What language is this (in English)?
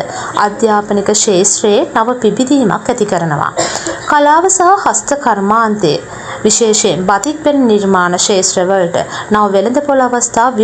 Sinhala